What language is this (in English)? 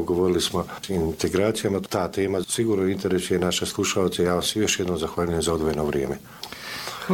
Bosnian